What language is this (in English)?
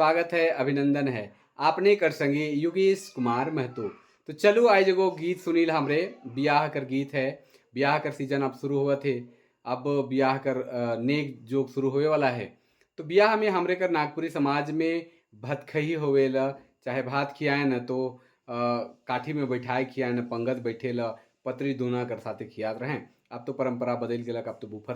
Sadri